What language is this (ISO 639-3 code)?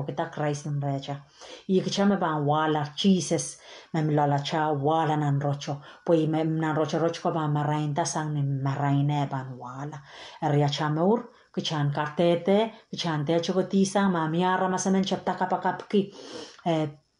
pon